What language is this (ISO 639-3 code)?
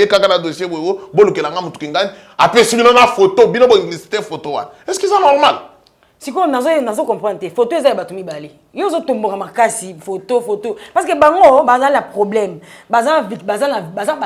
lin